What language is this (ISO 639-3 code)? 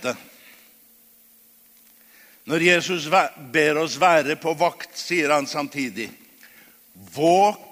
nor